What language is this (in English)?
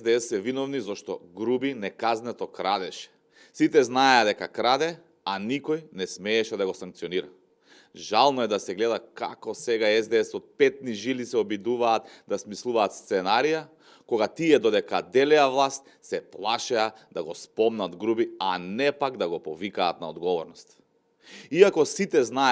Macedonian